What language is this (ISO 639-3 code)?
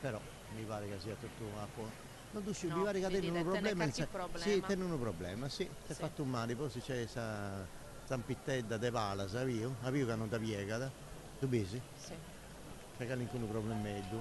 srd